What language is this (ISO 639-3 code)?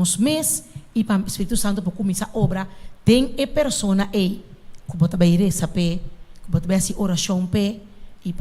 pap